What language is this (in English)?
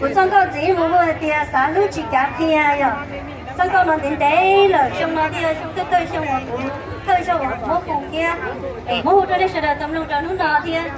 Hmong